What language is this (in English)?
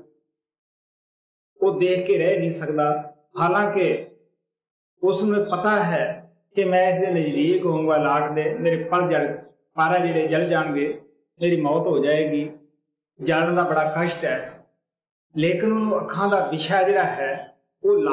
Punjabi